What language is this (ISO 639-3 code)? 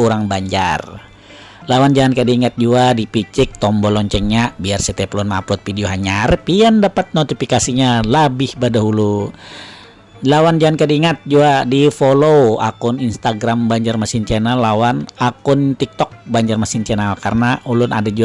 bjn